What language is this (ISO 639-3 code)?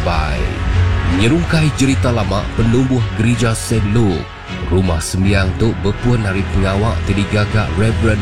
iba